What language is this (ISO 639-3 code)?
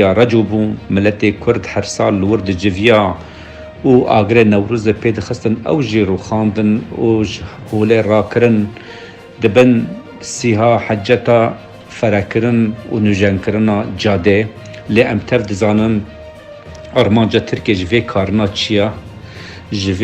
kur